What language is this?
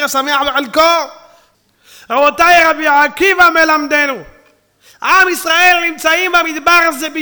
Hebrew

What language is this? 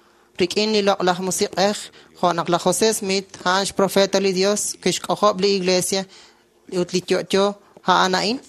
Kekchí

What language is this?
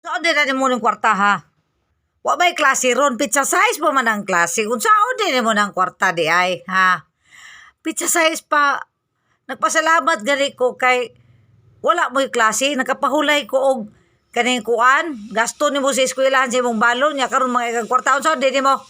Cebuano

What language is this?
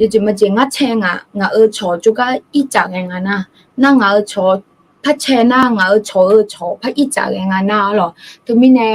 Akha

